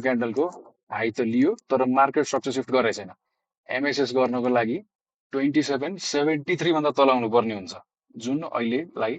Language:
Nepali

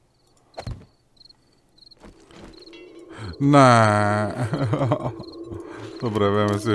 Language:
Slovak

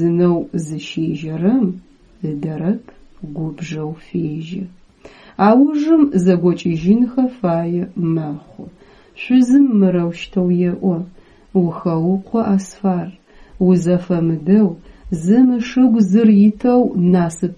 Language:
Adyghe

